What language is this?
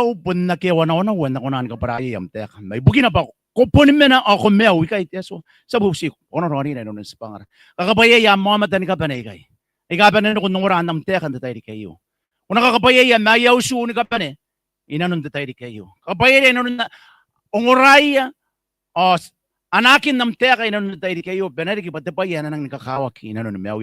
Gilbertese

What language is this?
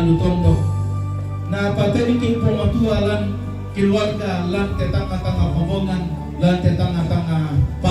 Toraja-Sa'dan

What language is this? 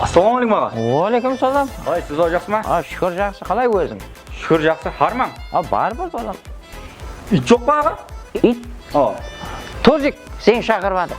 Kara-Kalpak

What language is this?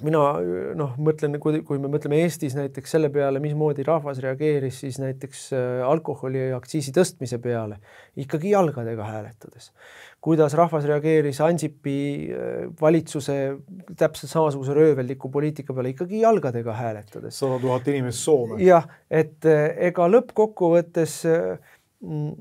Estonian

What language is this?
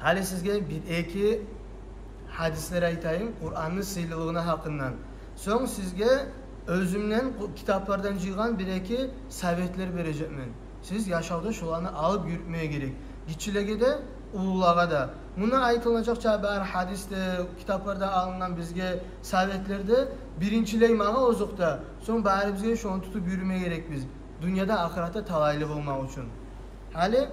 Kumyk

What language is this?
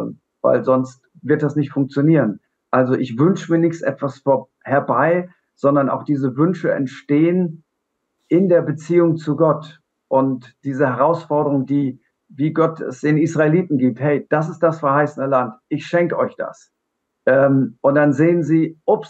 Swiss German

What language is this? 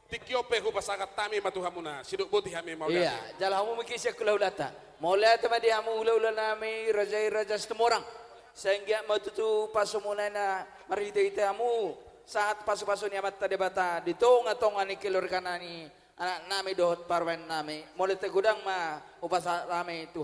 Batak Toba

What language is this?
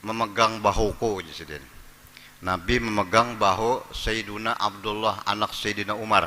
Banjar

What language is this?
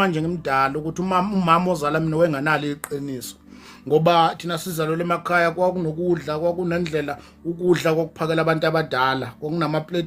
Zulu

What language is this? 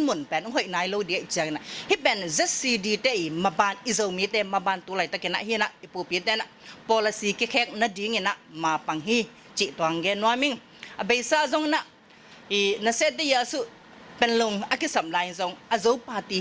Tedim Chin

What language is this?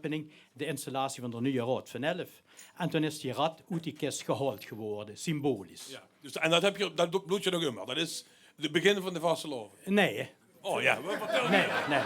Limburgish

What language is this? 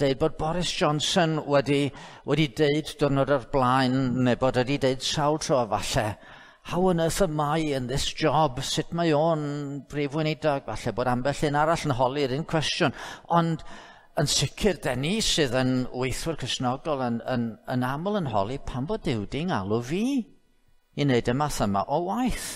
Welsh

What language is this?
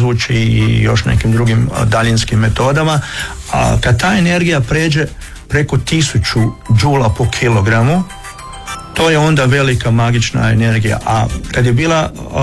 Croatian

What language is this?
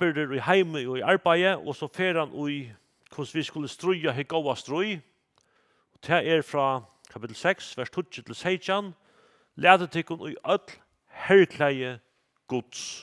Faroese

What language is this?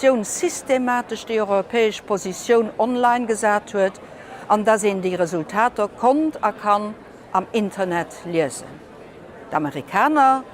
Luxembourgish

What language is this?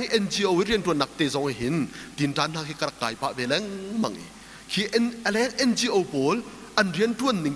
Hakha Chin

